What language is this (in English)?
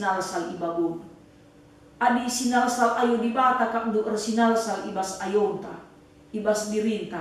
Batak Karo